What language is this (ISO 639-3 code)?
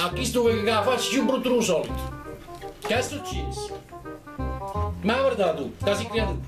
nap